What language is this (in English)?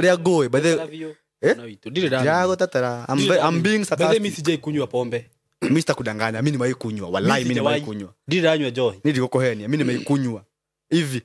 Kikuyu